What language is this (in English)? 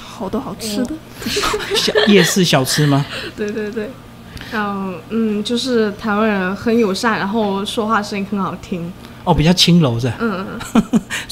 Chinese